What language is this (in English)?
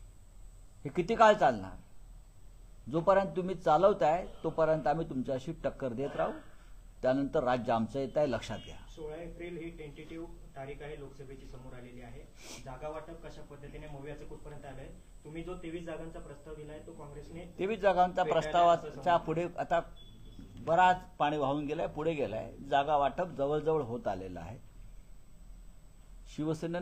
Marathi